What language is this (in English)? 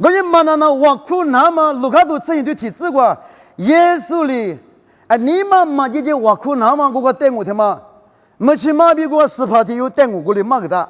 Lisu